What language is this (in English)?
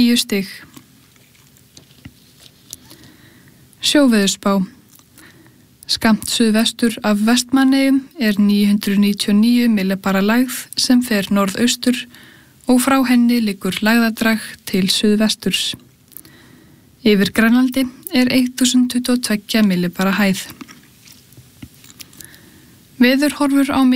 Icelandic